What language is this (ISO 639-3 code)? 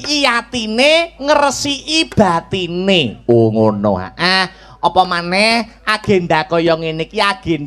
jav